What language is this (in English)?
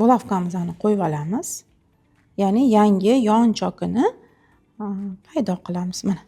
Uzbek